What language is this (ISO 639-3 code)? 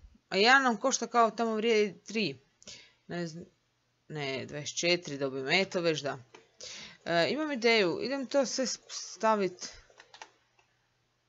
hrv